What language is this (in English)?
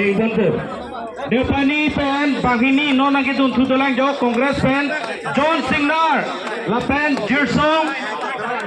Karbi